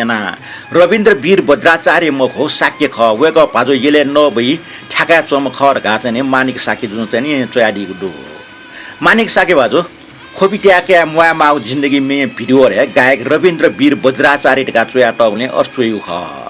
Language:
Newari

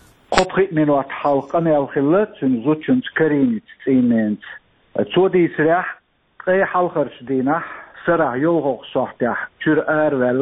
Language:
Chechen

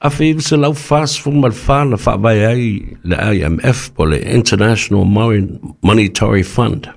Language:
Samoan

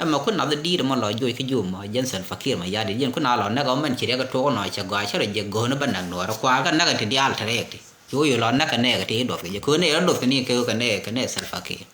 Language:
Nuer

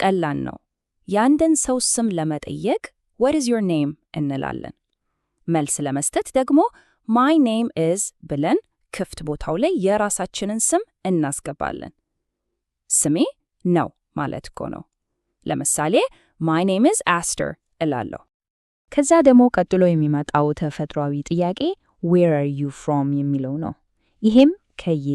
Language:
Amharic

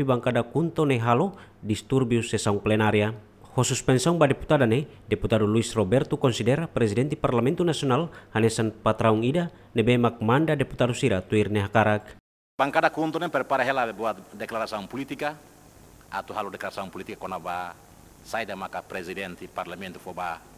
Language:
Tetum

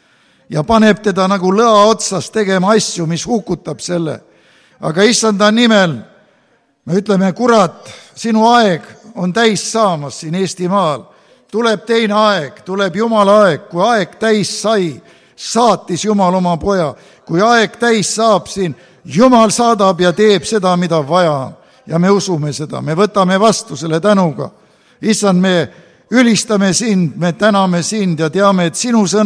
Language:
Estonian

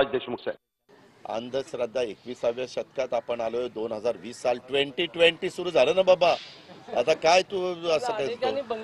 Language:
Marathi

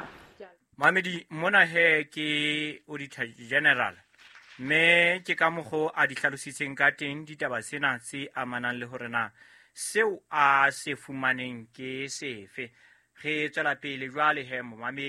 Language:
Southern Sotho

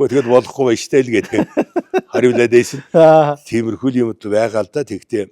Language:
Mongolian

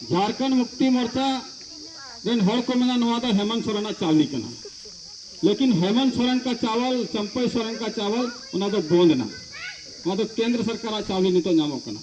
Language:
Santali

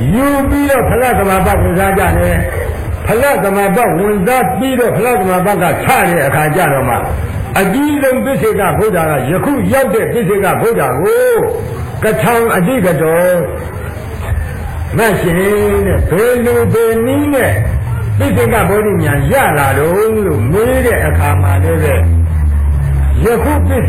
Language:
Burmese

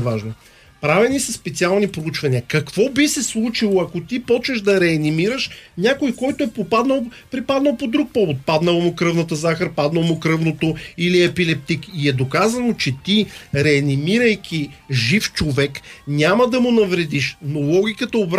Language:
Bulgarian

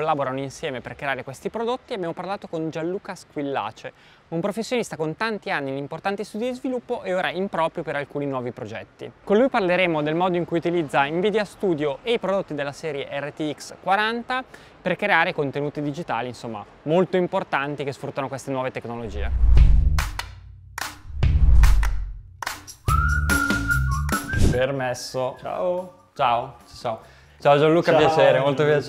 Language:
Italian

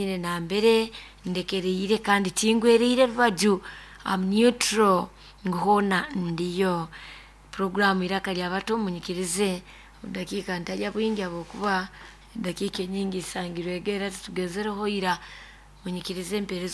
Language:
Nyoro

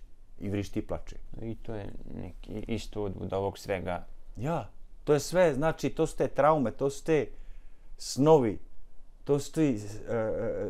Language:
Bosnian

